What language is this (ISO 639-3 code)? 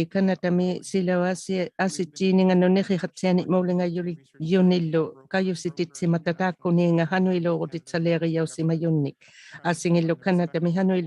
iku